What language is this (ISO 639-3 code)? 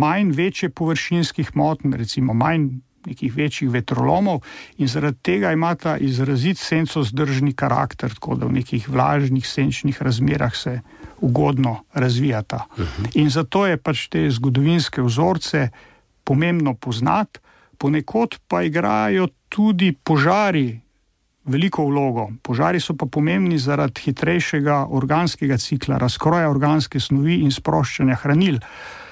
slv